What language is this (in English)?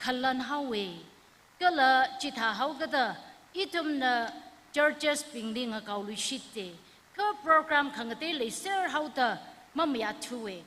Tangkhul Naga (India)